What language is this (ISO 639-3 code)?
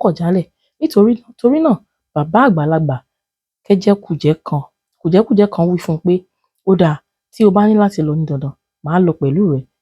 yor